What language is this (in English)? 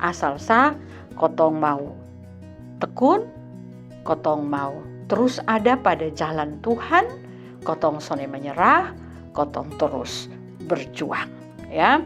Kupang Malay